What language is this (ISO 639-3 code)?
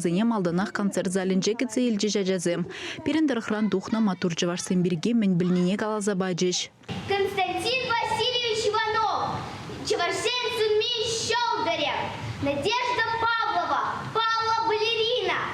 chv